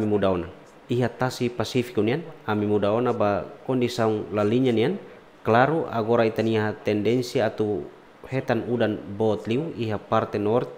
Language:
Tetum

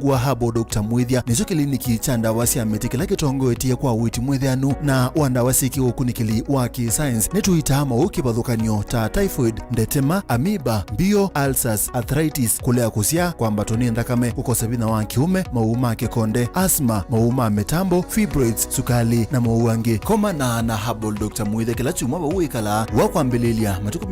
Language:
Kamba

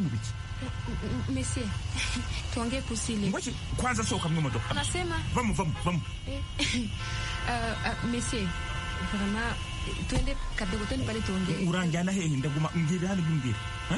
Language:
Kinyarwanda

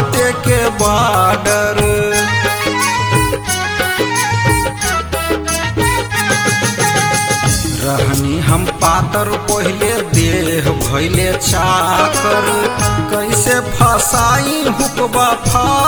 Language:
Bhojpuri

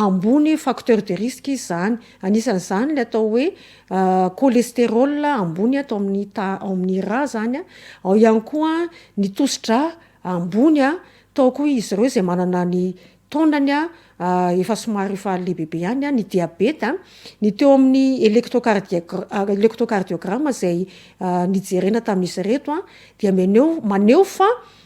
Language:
Malagasy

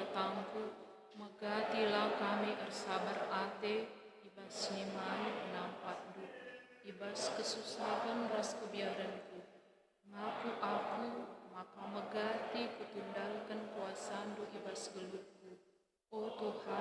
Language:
Batak Karo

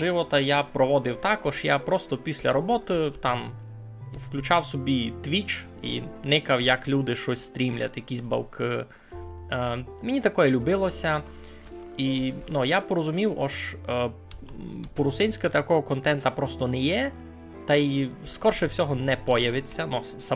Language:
Rusyn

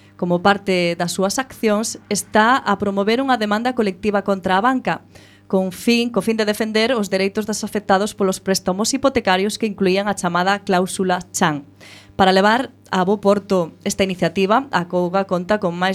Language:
Galician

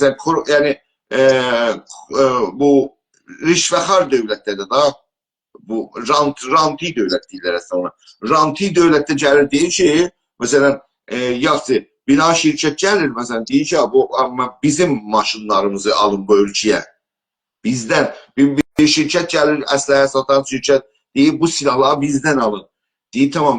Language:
South Azerbaijani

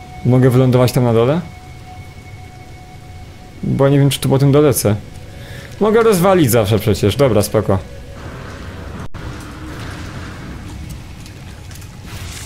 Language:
Polish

